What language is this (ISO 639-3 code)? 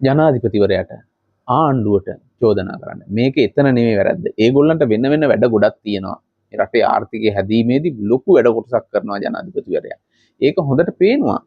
sin